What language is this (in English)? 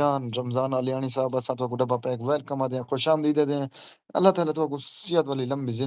Saraiki